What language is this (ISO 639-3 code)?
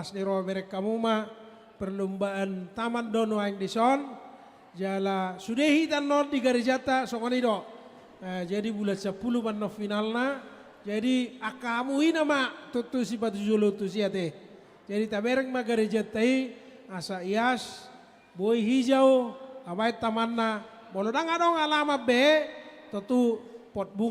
bbc